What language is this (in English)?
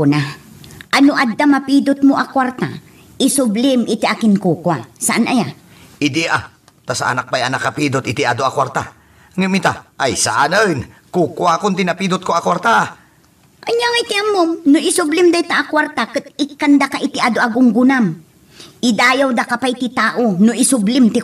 Iloko